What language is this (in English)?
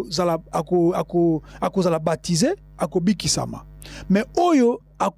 Lingala